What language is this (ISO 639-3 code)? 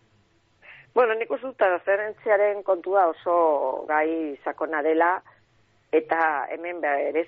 eus